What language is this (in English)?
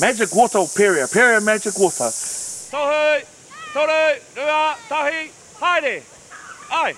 Māori